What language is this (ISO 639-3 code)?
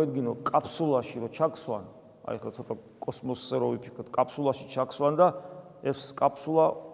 kat